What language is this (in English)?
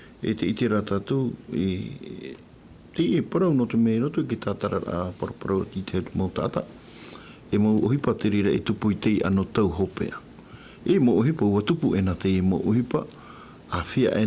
Tahitian